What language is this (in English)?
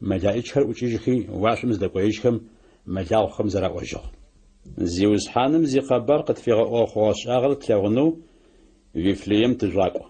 Adyghe